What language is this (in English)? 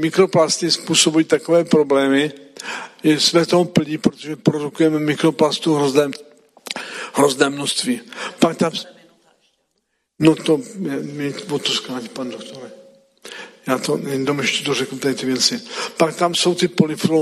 Czech